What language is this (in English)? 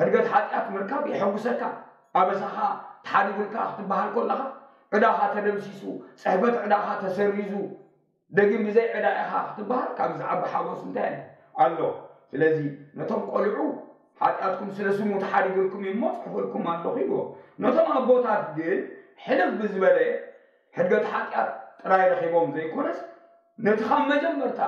Tigrinya